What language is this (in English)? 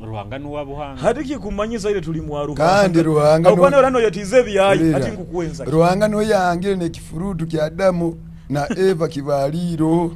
Nyoro